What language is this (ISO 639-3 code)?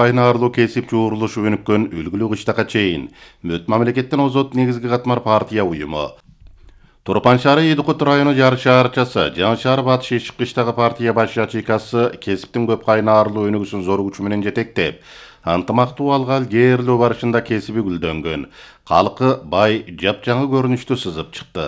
kir